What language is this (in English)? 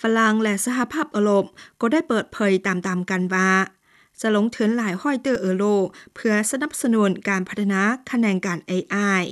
Lao